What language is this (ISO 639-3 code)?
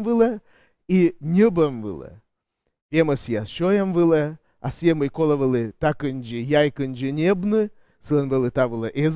kom